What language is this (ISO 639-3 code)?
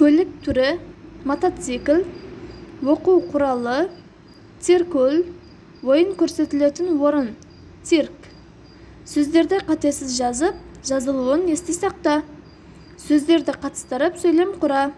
kaz